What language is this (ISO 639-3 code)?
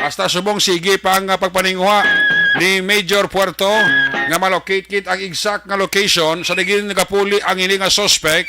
hil